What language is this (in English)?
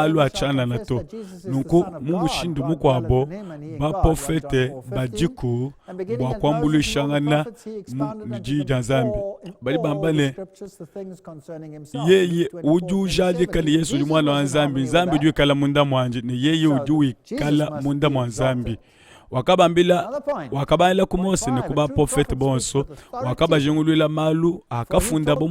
Luba-Lulua